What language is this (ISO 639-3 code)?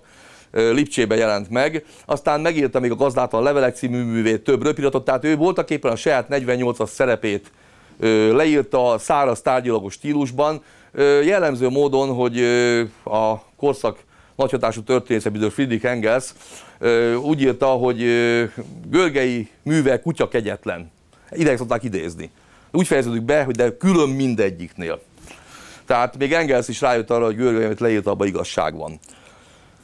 hun